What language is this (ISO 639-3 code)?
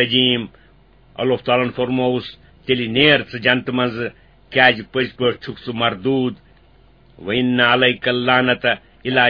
kas